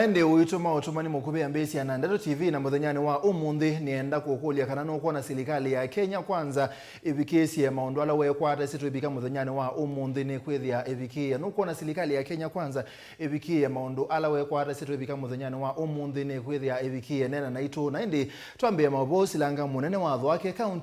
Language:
Kamba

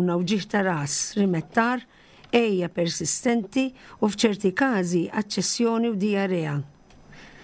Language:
Maltese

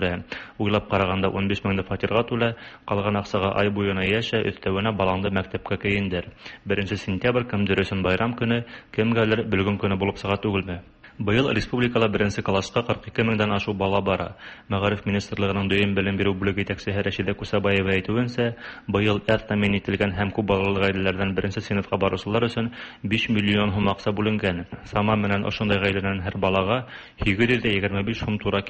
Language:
Tatar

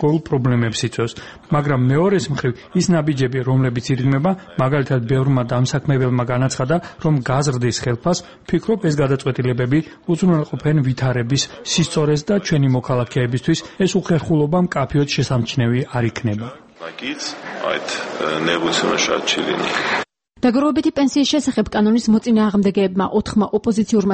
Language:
Georgian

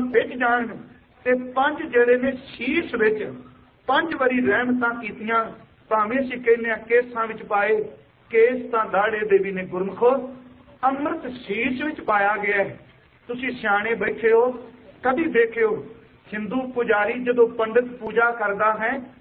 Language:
Punjabi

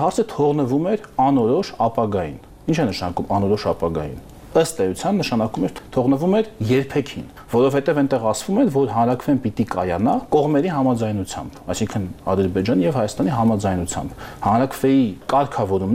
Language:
Armenian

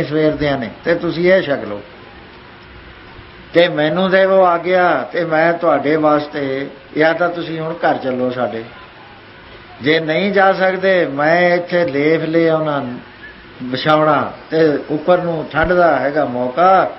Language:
Punjabi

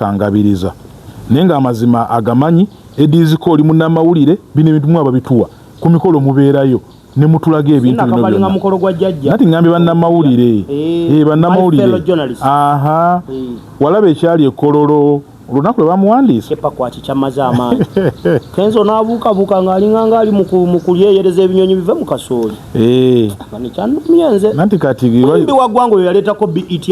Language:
Ganda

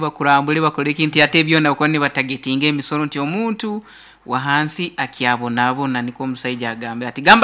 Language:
Nyoro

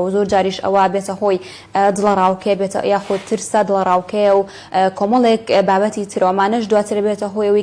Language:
Central Kurdish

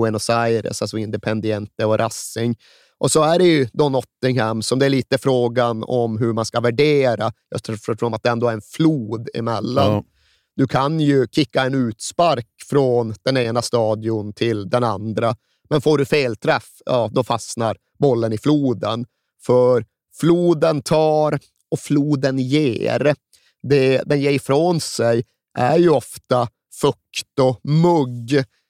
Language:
Swedish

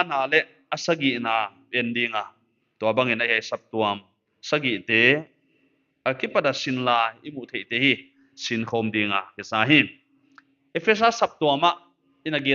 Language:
Paite Chin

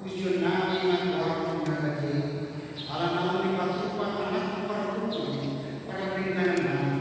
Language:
Batak Toba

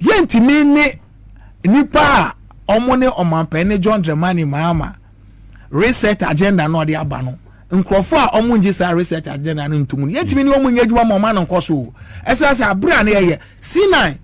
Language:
Akan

